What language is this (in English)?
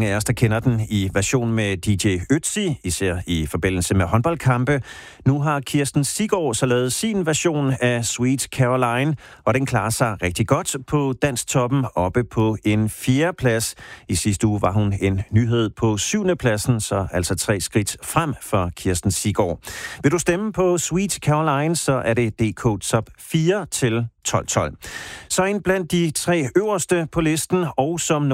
Danish